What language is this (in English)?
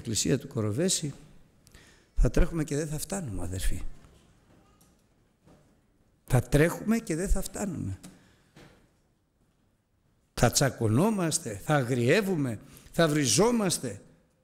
Greek